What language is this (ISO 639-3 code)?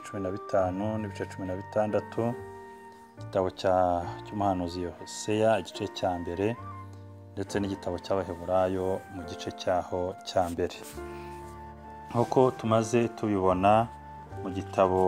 kin